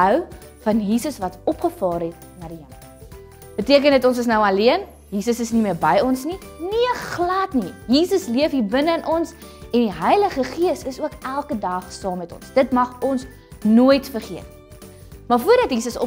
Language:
Afrikaans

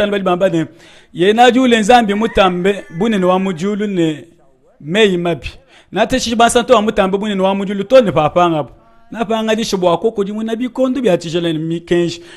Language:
Luba-Lulua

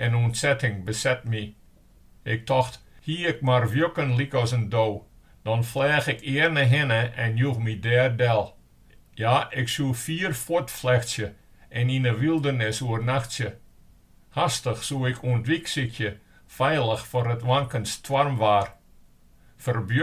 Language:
Western Frisian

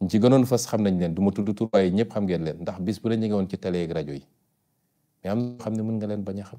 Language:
Wolof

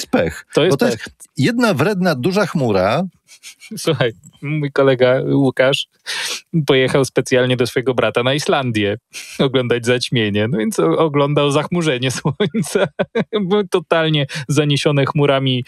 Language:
Polish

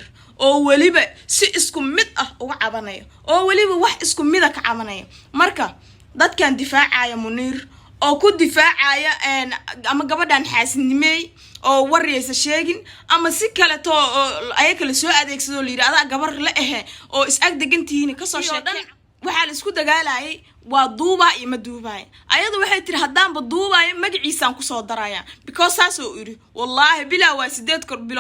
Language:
Somali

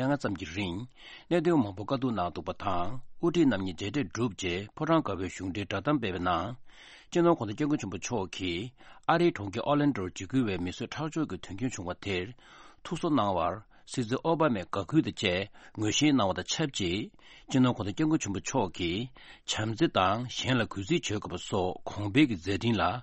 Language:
Tibetan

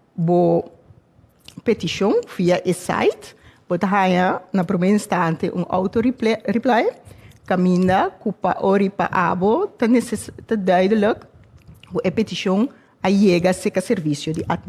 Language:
Papiamento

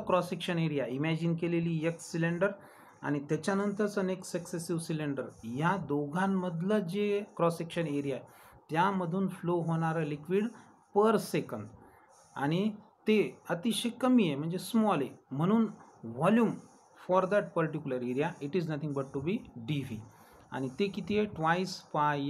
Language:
Marathi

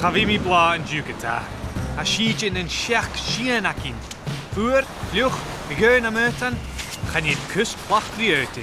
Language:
Scottish Gaelic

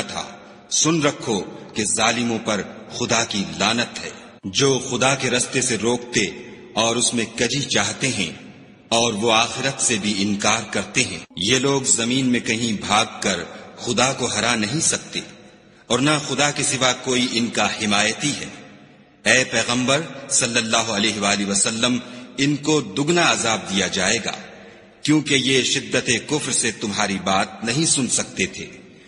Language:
Urdu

